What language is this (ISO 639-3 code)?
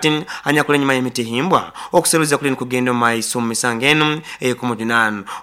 nyo